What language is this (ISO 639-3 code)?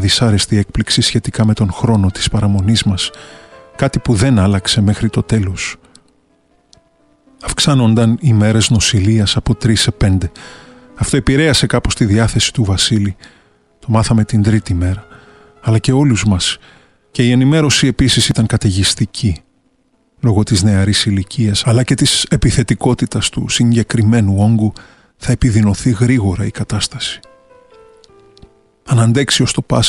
ell